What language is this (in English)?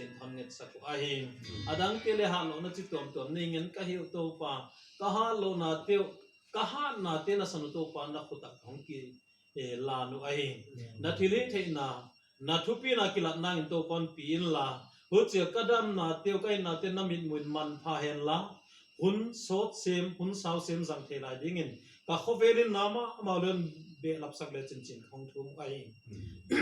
Tedim Chin